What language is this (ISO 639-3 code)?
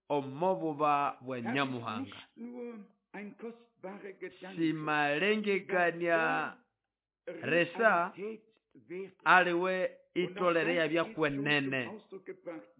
nnb